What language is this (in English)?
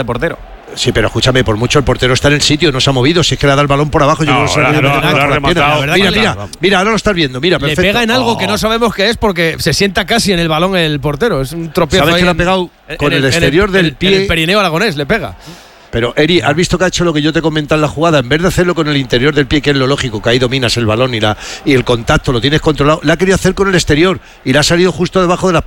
Spanish